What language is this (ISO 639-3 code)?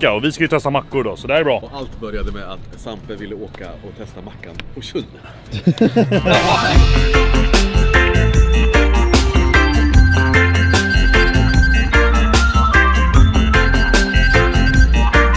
swe